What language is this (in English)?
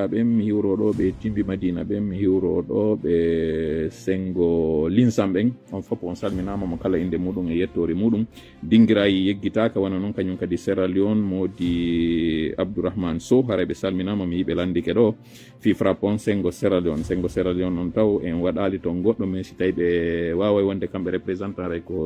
Fula